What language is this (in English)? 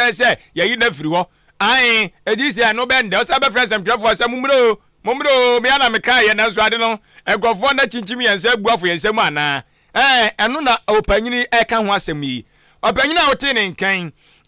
Akan